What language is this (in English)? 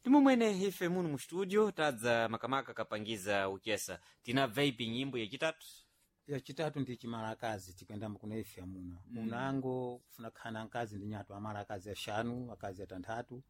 Sena